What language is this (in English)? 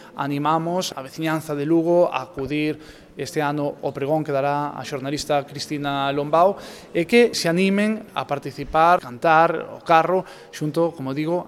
Galician